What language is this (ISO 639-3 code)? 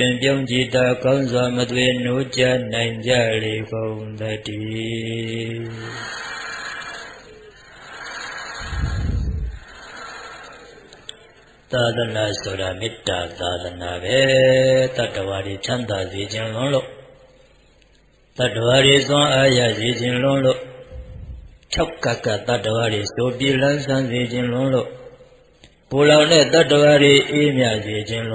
mya